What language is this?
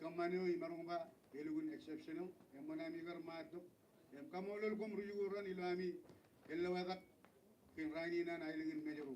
Marshallese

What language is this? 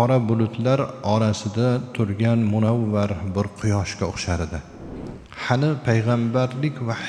Uzbek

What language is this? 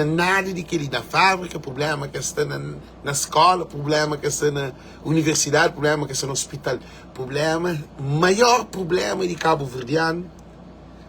Kabuverdianu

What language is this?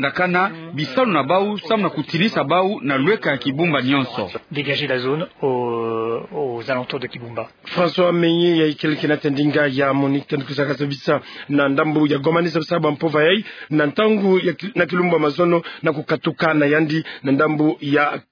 Kituba (Democratic Republic of Congo)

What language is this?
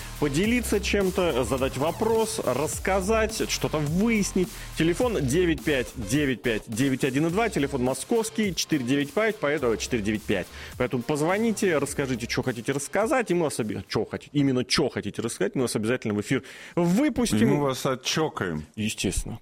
Russian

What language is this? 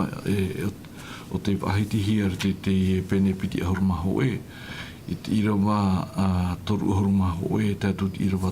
Tahitian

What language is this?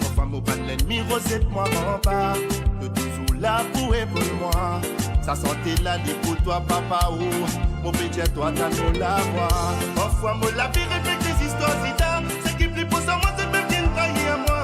Morisyen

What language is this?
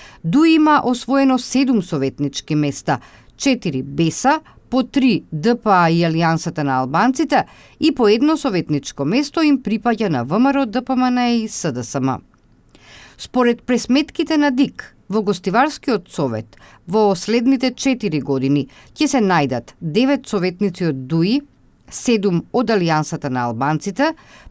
Macedonian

